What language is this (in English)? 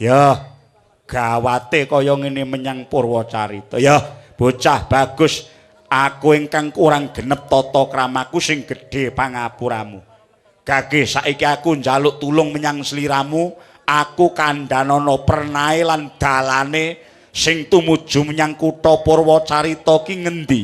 Javanese